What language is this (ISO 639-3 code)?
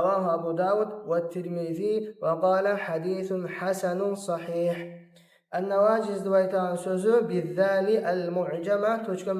kum